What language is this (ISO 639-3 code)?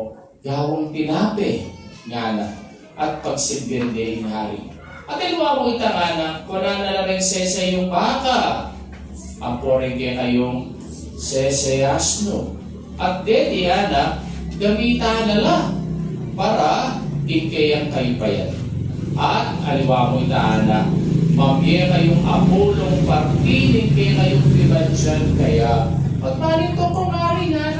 pam